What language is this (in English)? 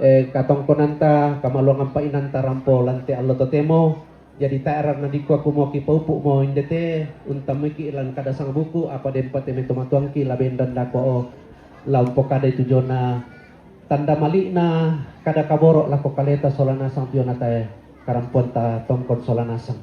Toraja-Sa'dan